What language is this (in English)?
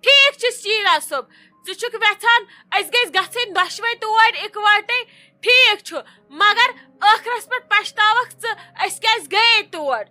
Kashmiri